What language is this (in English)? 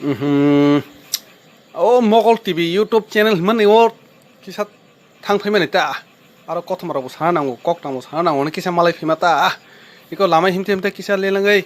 Kok Borok